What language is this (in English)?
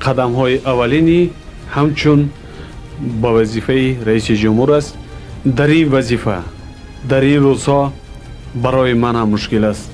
Tajik